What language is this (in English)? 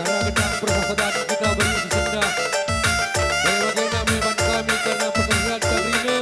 Batak Karo